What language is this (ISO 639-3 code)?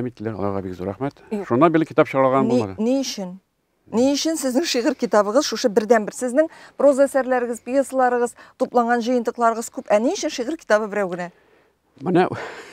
tat